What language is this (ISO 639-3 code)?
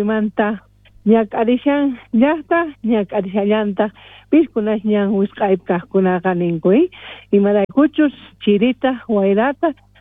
quh